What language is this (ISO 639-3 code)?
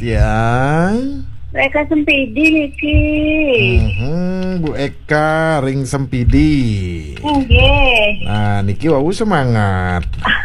ban